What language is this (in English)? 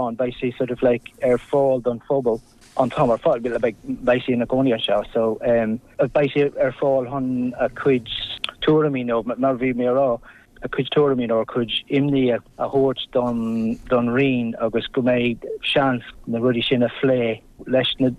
Irish